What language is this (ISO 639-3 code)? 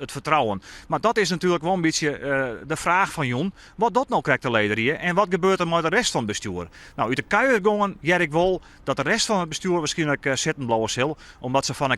fry